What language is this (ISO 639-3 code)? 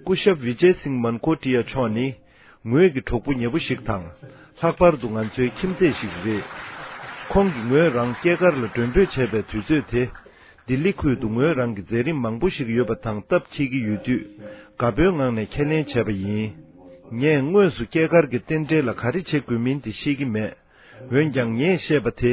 bod